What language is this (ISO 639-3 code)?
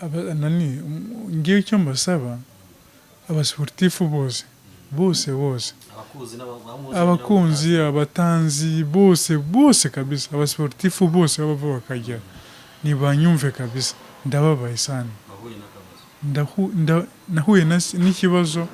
kin